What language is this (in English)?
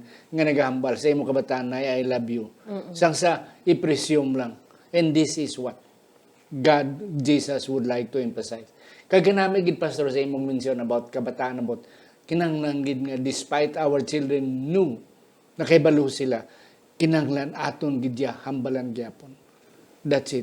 Hiligaynon